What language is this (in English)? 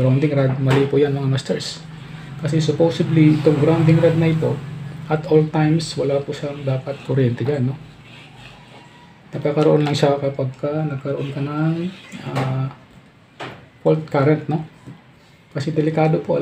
Filipino